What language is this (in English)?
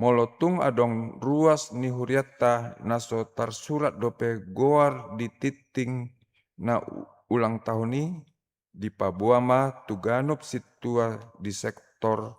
Batak Toba